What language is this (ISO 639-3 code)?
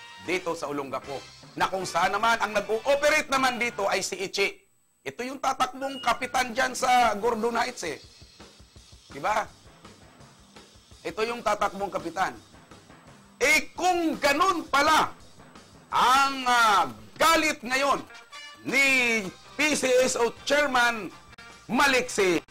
fil